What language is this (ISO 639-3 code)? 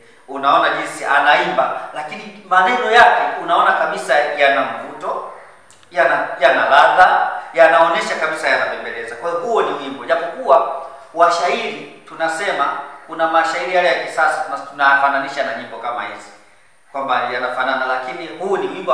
swa